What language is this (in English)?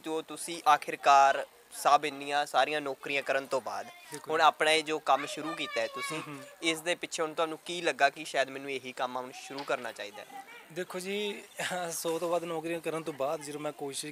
Punjabi